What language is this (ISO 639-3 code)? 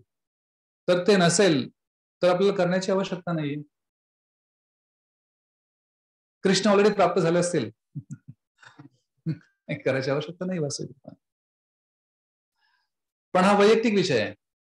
mar